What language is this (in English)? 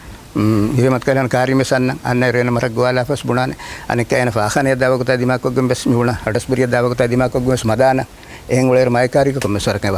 Divehi